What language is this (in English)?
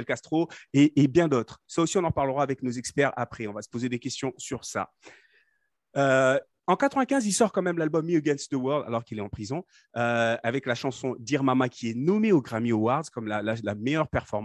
French